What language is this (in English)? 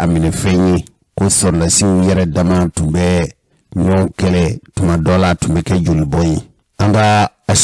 Bambara